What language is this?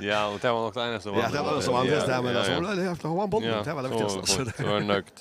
Faroese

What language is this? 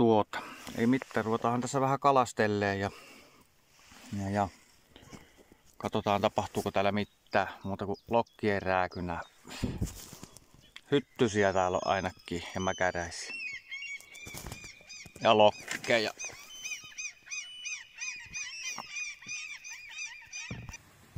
Finnish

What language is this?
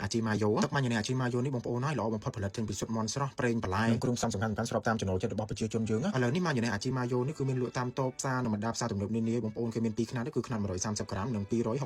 Khmer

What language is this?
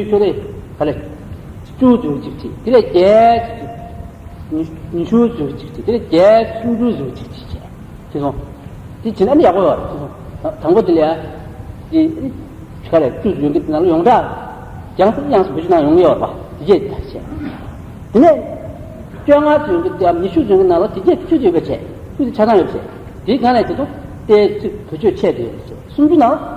Tibetan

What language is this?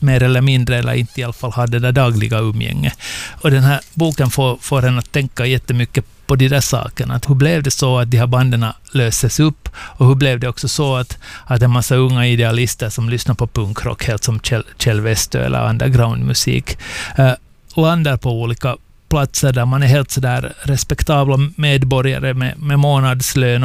Swedish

